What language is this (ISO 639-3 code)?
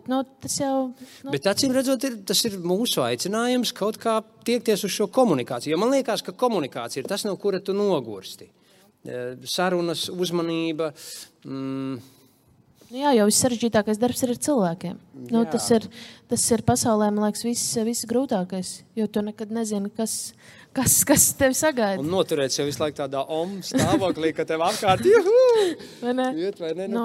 lav